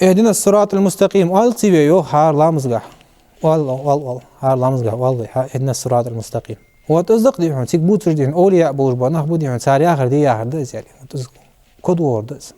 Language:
Ingush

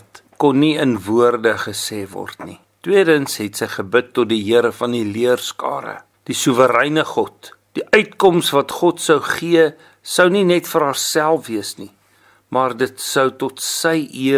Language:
Afrikaans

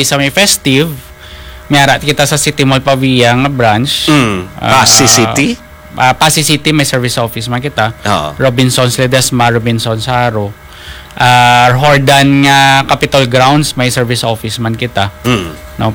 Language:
Hiligaynon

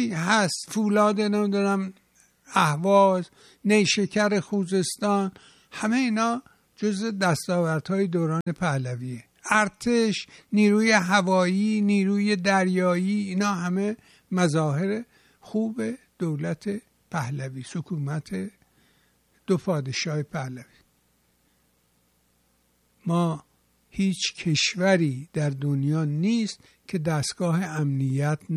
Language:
Persian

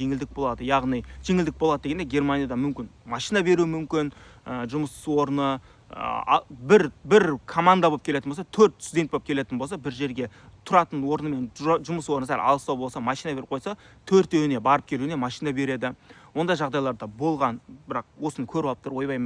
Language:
Kazakh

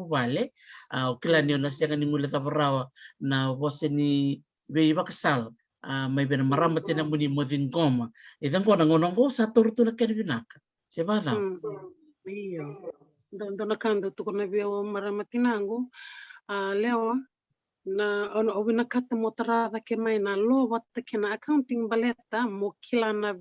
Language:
Fijian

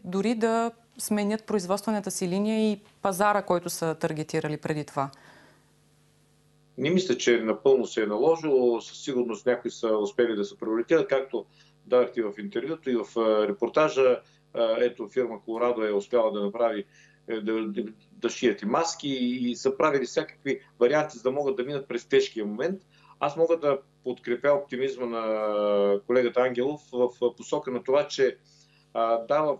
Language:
Bulgarian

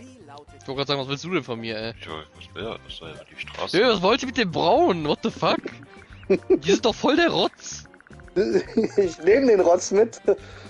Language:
German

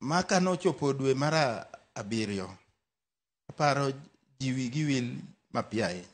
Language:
Luo (Kenya and Tanzania)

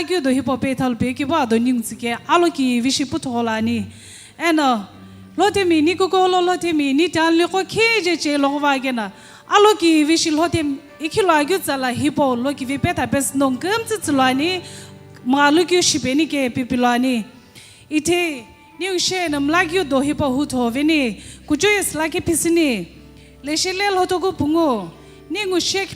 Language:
Sumi Naga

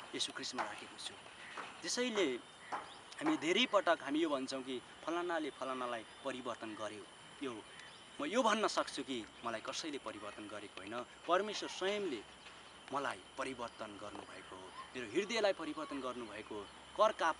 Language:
Nepali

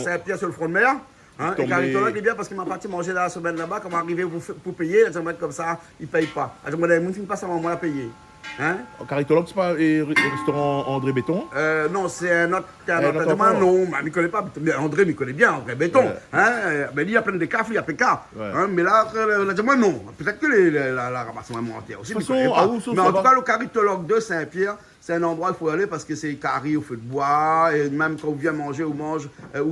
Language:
Réunion Creole French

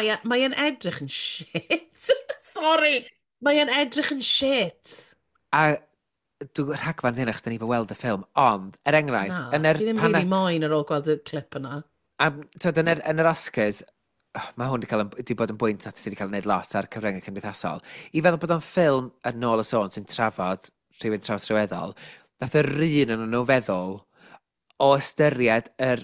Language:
Welsh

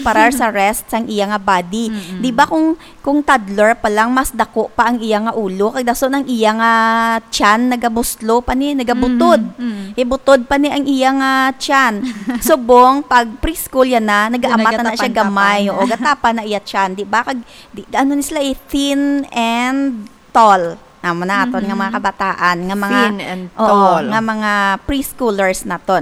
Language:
Hiligaynon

